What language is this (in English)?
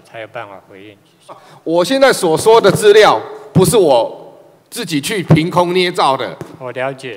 Chinese